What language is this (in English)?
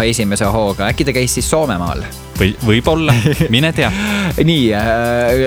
Estonian